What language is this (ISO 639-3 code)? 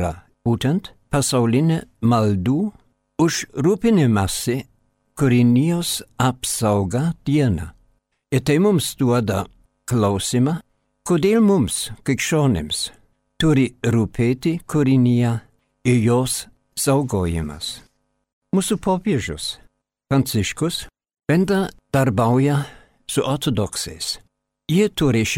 lit